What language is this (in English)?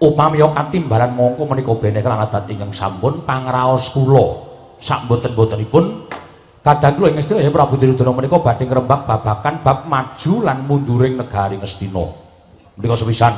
Javanese